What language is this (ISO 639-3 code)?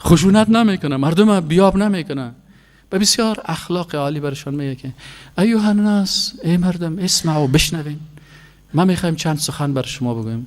fas